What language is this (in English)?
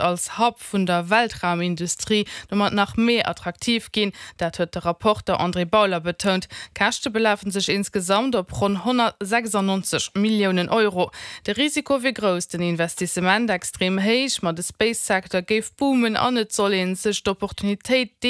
Luxembourgish